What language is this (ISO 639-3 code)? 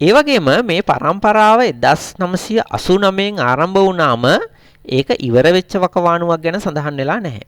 sin